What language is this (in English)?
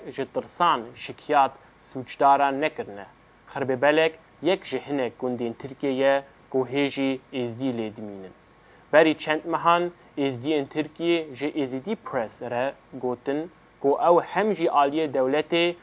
Kurdish